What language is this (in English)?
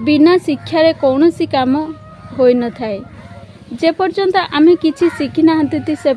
Odia